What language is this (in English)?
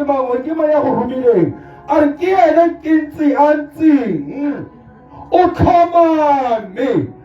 Tswana